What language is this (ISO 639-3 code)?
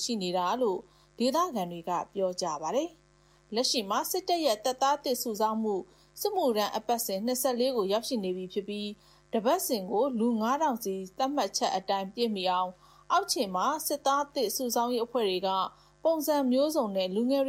mya